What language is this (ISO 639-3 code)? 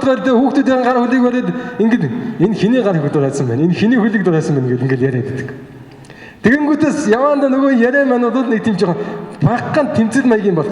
mon